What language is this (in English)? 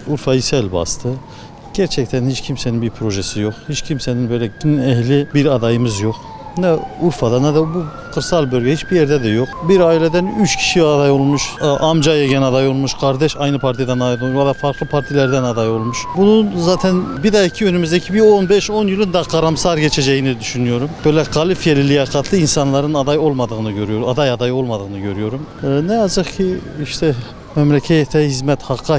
Turkish